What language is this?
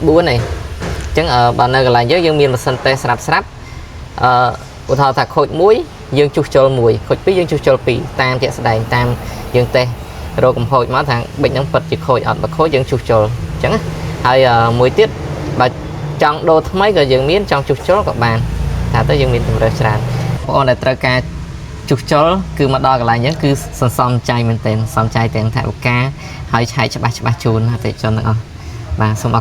Khmer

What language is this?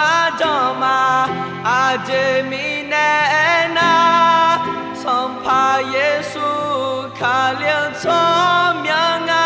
Akha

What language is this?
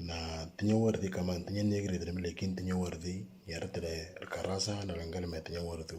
Moro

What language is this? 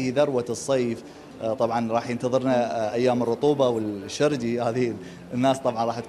Mesopotamian Arabic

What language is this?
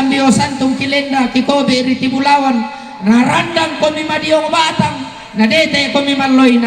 Toraja-Sa'dan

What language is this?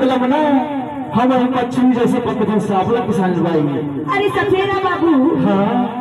Chhattisgarhi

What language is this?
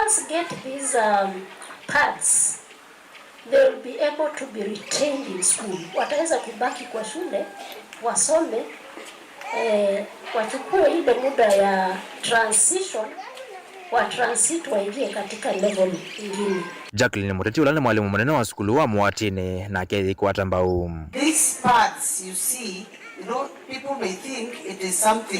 Kamba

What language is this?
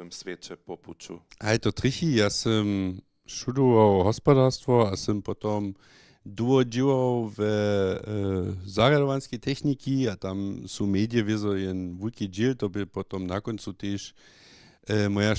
Upper Sorbian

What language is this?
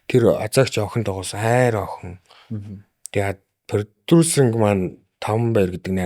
Mongolian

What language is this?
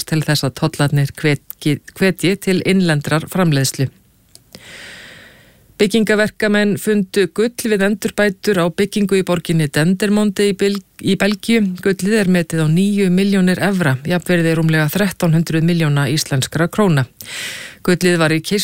Icelandic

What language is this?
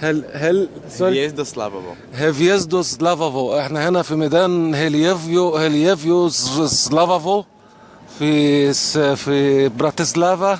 Egyptian Arabic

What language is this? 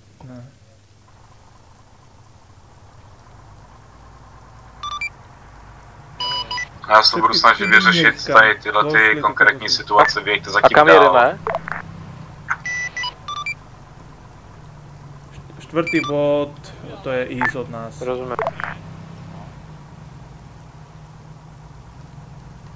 Czech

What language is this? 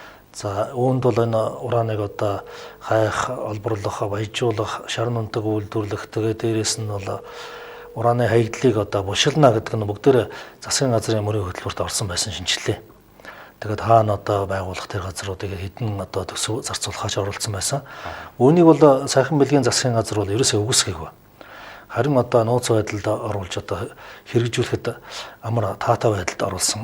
Mongolian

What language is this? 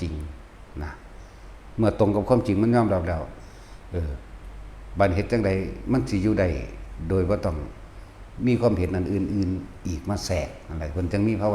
Northeastern Thai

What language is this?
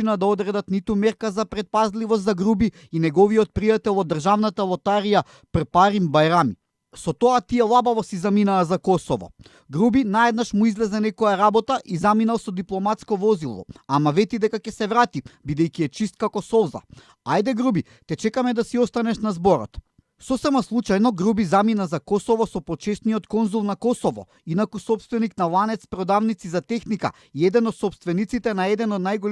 Macedonian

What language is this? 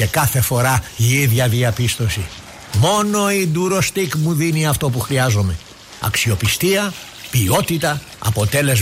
Greek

